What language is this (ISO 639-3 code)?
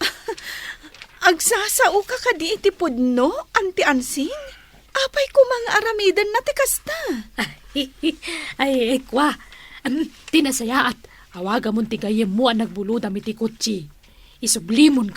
ilo